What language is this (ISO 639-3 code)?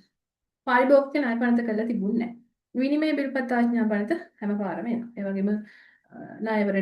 sin